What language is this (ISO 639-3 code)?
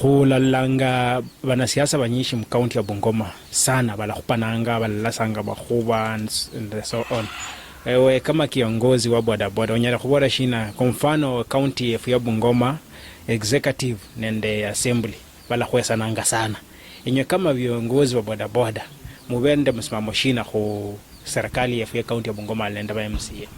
luy